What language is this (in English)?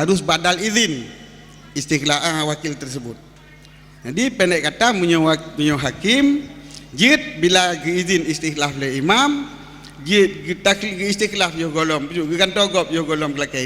Achinese